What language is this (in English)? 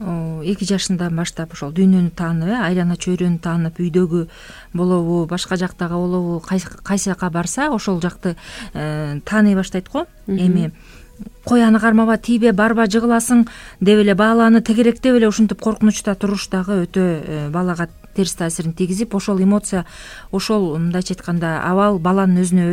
Kyrgyz